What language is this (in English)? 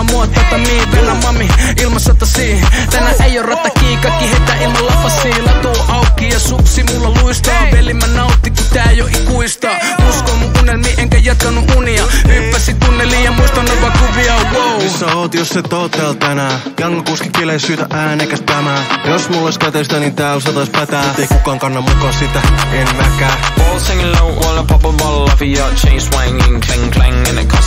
Finnish